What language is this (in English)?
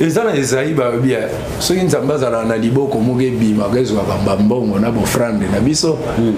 Lingala